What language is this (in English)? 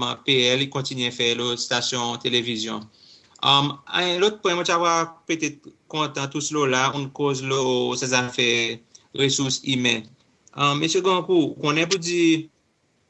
Seselwa Creole French